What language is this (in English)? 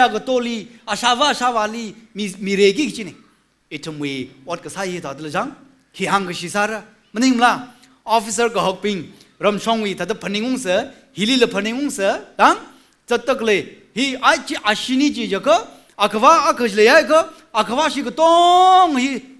Tangkhul Naga (India)